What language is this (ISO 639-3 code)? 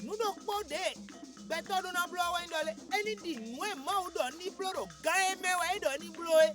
fon